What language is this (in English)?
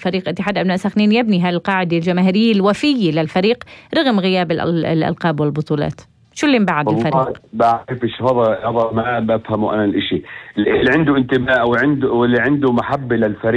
North Levantine Arabic